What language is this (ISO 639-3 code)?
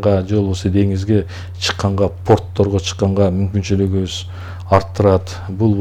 kir